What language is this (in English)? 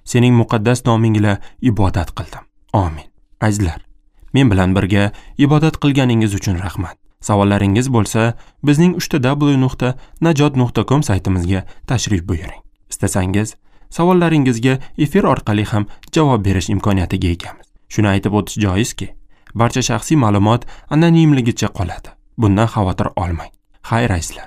Uzbek